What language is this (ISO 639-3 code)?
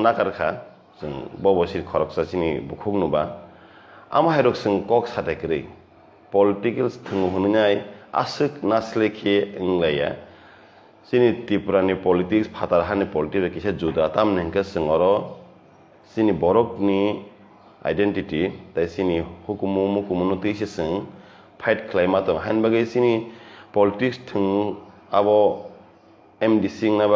trp